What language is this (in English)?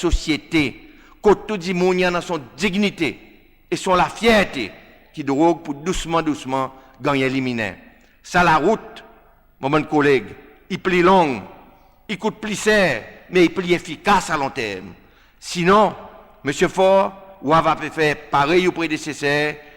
Seselwa Creole French